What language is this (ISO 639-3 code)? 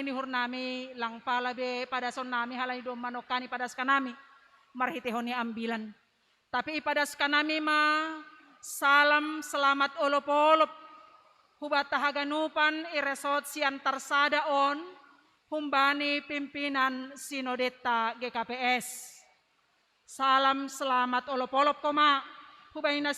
bts